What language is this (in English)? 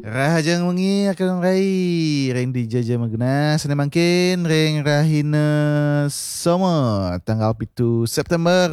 Balinese